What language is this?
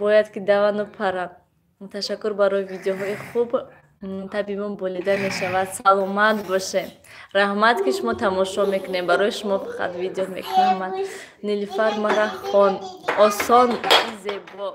Tajik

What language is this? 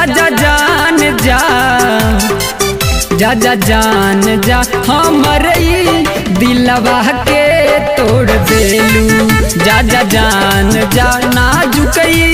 Bhojpuri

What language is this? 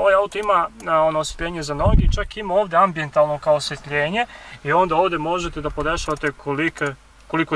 Serbian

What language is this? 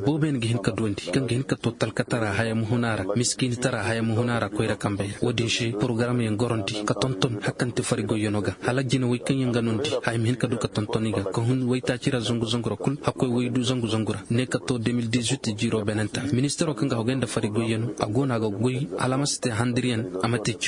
Koyraboro Senni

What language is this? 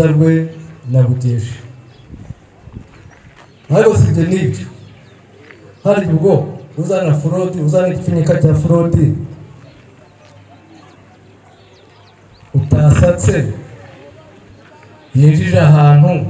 Kinyarwanda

